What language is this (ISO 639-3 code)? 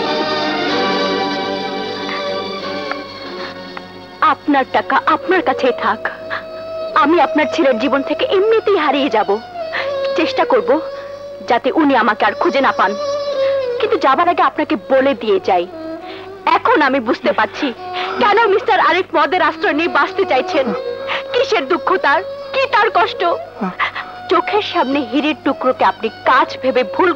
ben